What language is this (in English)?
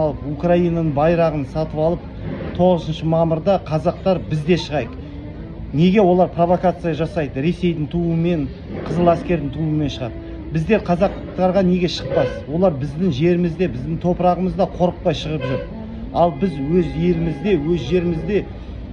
Kazakh